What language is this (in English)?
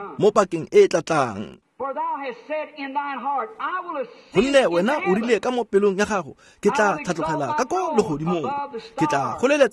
Tswana